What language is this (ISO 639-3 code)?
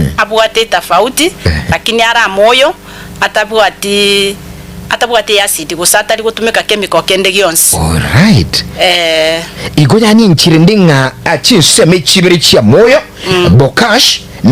guz